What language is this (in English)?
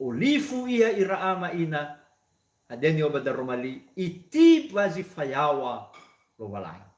Nias